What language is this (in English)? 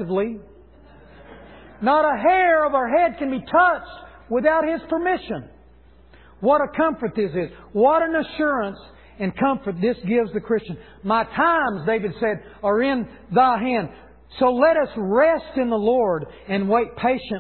English